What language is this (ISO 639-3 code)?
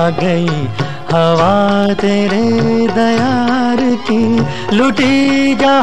hin